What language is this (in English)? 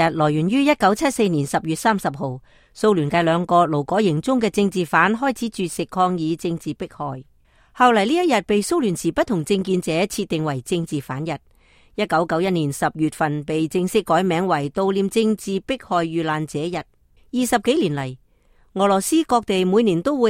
Cantonese